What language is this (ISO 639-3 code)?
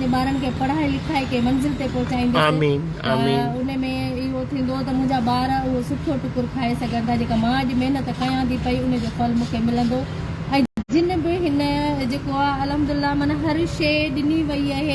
snd